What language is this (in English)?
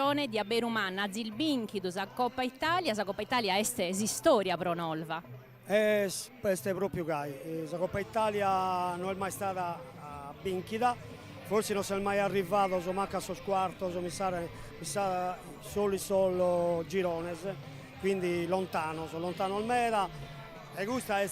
Sardinian